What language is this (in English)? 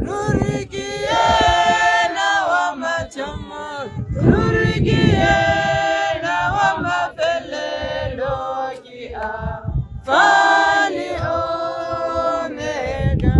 Tswana